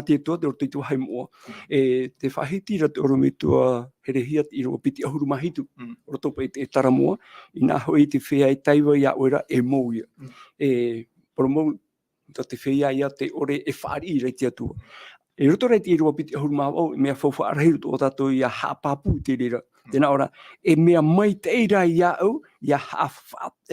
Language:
Tahitian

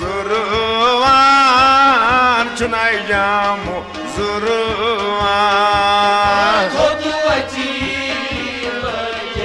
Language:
Kashmiri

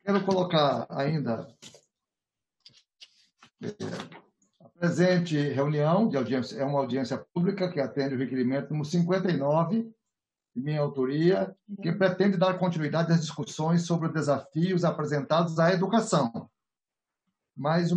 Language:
Portuguese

